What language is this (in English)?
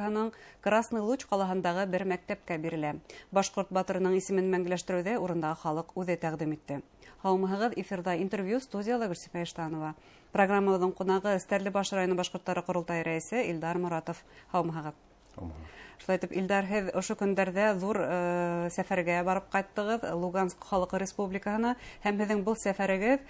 Bashkir